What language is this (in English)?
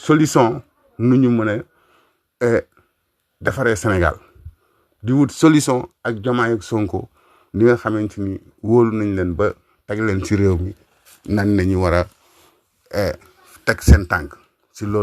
Wolof